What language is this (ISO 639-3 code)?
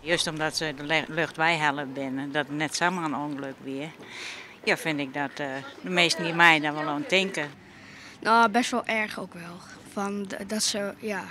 fry